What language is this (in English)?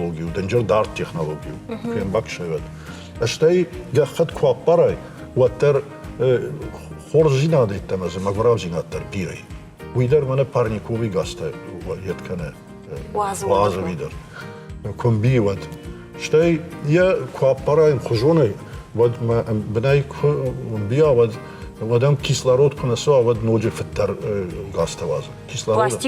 Ossetic